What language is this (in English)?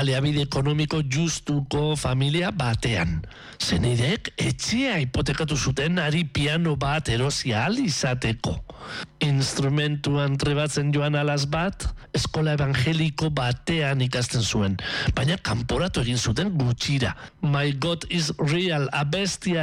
Basque